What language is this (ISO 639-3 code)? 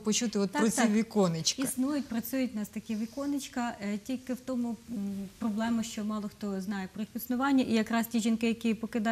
ukr